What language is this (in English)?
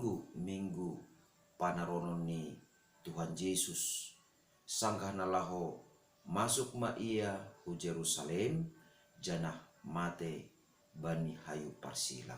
Batak Simalungun